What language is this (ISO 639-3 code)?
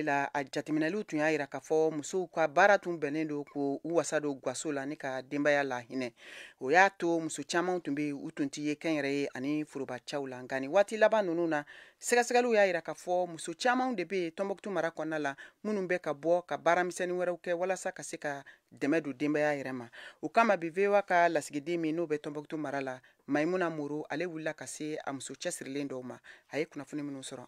bam